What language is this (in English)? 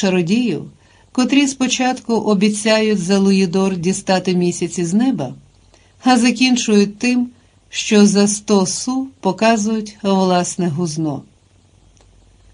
Ukrainian